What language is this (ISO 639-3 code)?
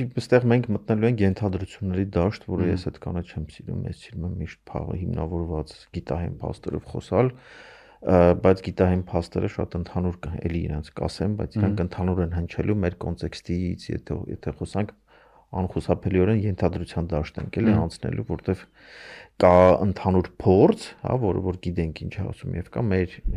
hye